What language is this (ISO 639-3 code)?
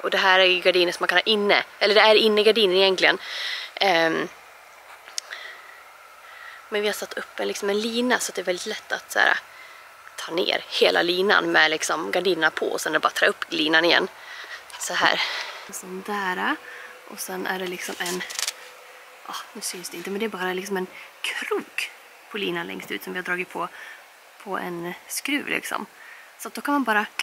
swe